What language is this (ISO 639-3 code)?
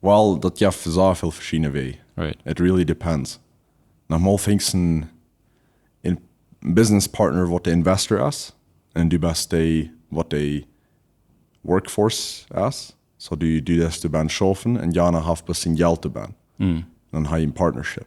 pdt